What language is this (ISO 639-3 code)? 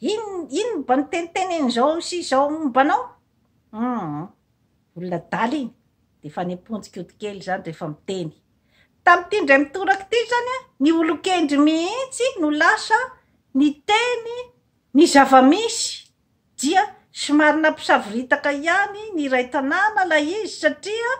mlg